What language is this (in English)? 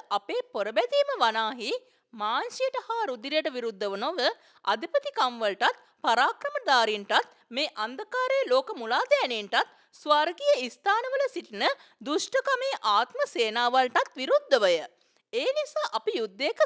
Sinhala